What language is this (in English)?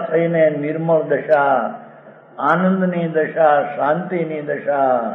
Gujarati